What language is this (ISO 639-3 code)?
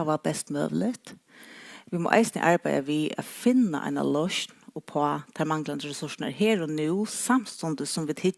fao